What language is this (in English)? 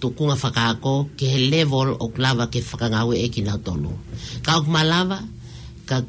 Tongan